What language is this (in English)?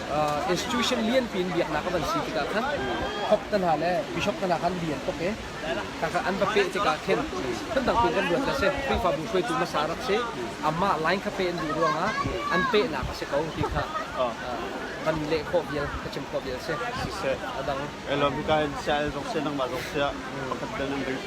Hakha Chin